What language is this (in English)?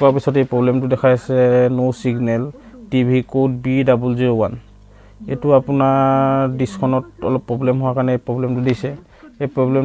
Assamese